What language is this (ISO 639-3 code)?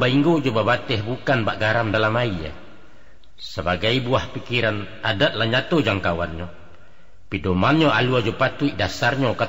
min